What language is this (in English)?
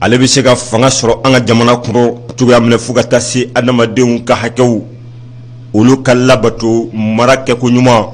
Bambara